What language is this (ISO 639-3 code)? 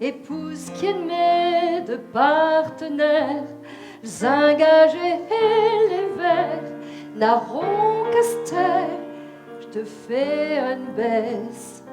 pcd